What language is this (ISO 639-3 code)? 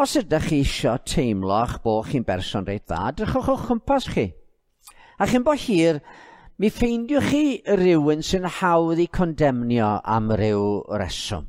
cym